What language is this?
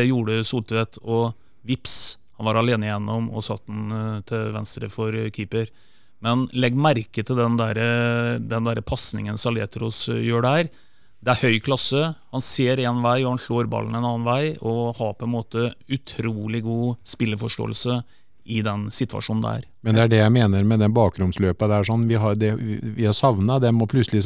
Norwegian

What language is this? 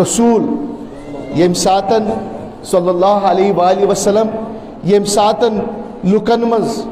Kashmiri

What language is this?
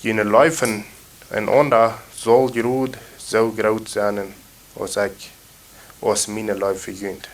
Plautdietsch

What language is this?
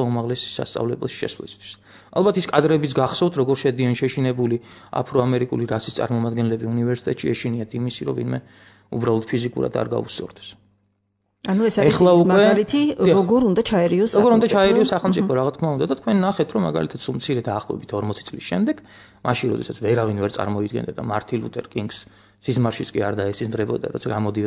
Georgian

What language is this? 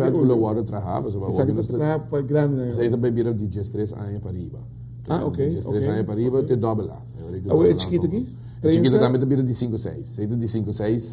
Papiamento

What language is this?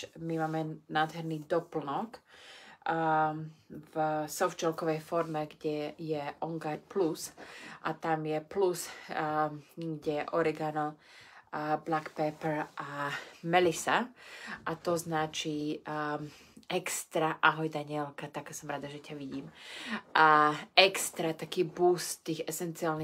Slovak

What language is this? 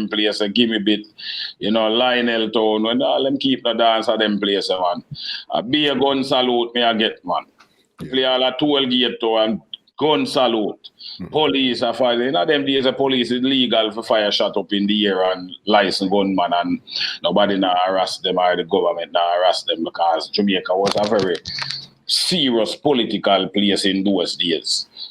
Jamaican Creole English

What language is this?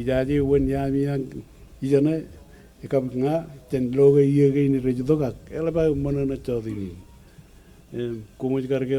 Marshallese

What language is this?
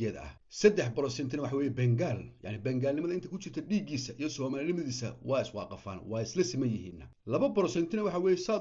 Somali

